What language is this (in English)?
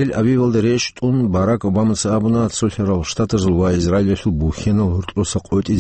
Avaric